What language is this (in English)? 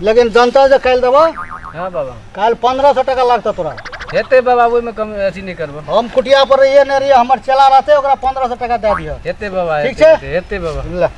Maithili